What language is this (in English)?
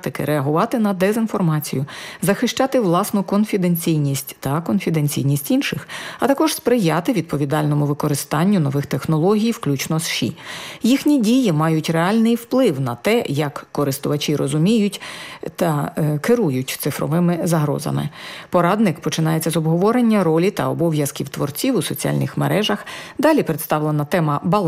Ukrainian